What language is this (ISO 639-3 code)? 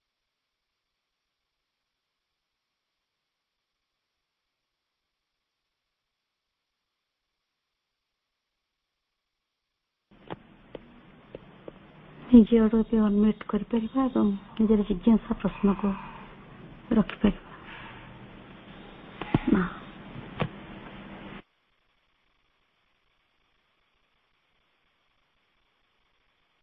ori